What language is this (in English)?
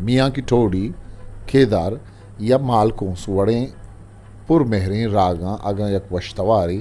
Eastern Balochi